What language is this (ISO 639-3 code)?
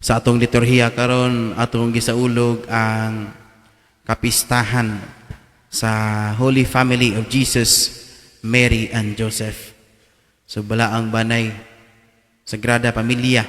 ceb